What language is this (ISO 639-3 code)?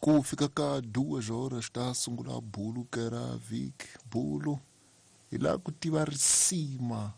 tso